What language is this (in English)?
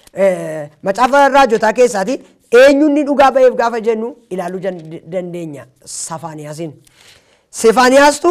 Oromo